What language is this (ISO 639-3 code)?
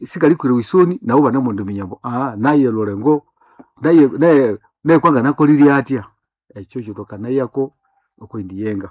nnb